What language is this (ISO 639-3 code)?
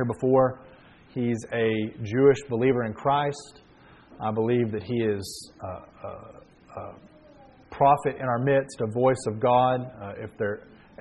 eng